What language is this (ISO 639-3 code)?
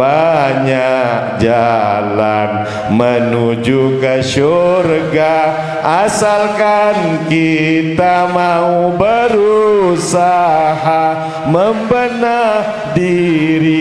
sas